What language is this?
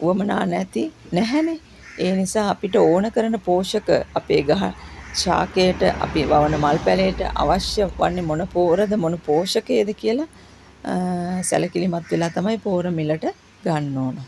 Sinhala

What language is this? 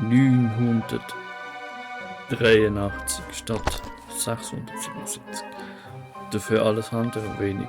Swiss German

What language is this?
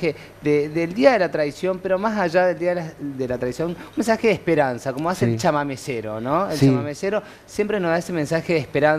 Spanish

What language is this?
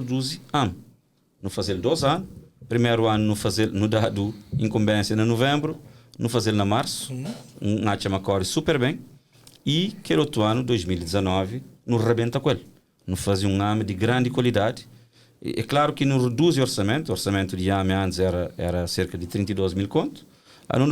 Kabuverdianu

